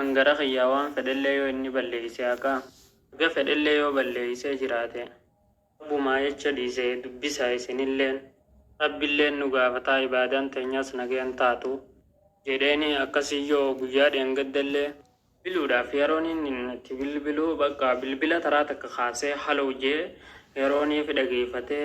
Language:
Oromo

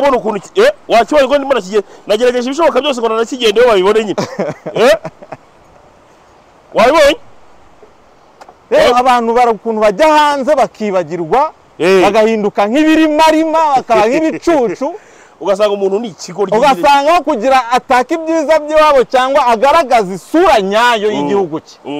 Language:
Kinyarwanda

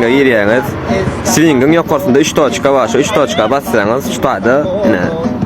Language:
Turkmen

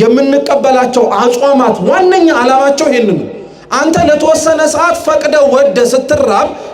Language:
Amharic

